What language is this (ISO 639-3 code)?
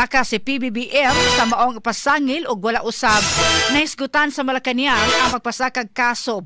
ceb